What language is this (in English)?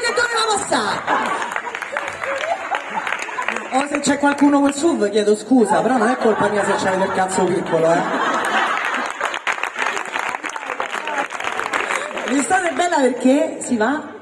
Italian